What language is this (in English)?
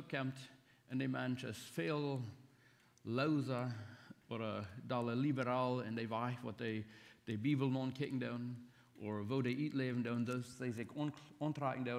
Plautdietsch